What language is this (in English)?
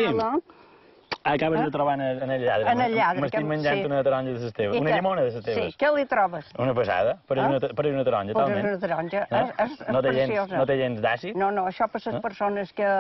Catalan